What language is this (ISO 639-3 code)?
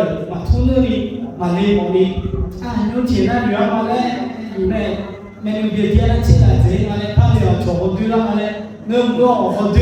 ahk